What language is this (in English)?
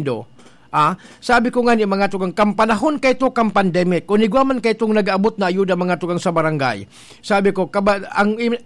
Bikol